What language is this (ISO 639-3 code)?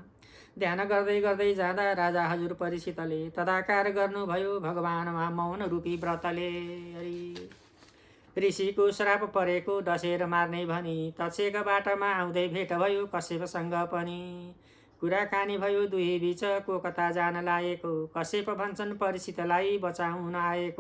nep